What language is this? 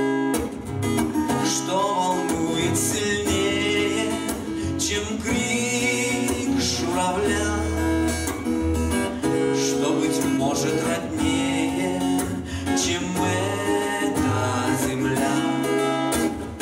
Russian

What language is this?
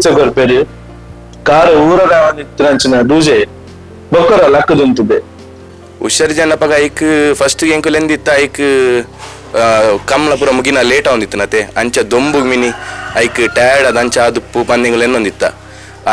Tulu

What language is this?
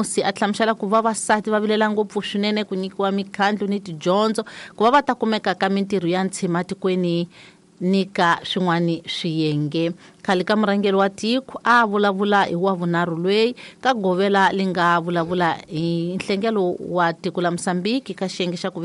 Tsonga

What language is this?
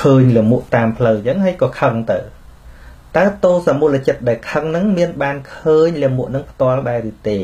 Khmer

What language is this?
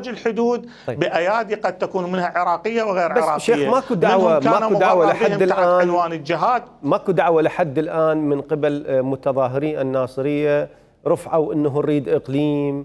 Mesopotamian Arabic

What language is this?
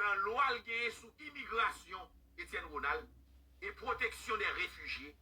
Haitian Creole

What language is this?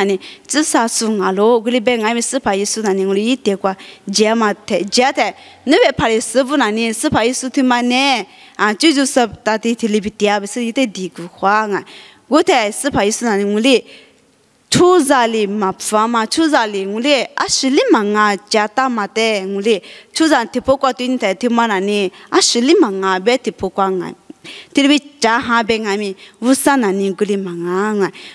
Lisu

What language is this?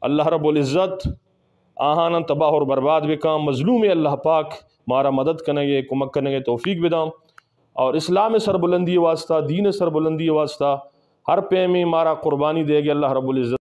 Eastern Balochi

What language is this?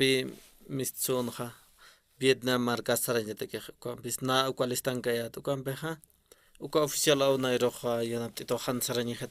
Aymara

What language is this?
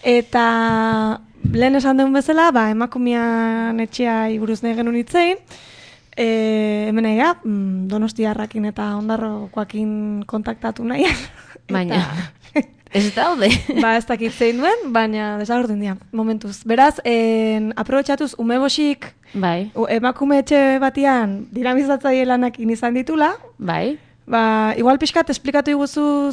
Basque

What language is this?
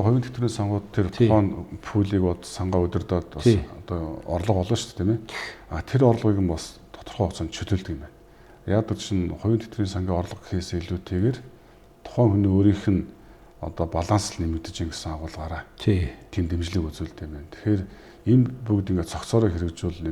Mongolian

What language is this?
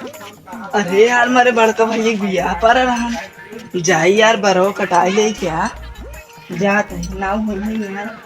Awadhi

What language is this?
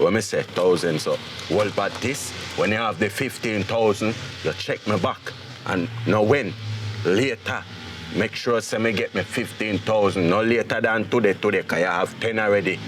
Jamaican Creole English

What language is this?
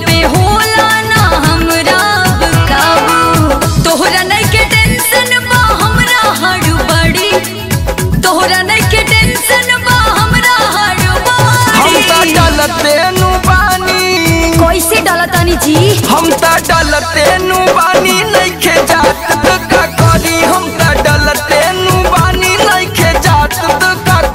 Bhojpuri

